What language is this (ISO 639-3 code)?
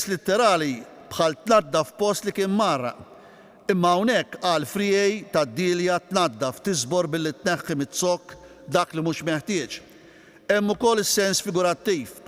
mlt